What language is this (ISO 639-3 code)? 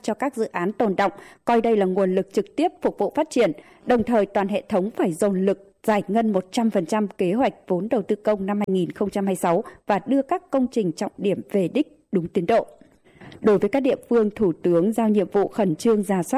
vie